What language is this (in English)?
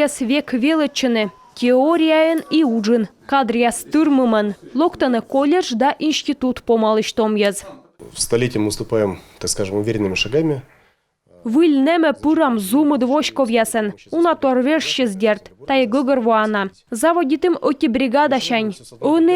Komi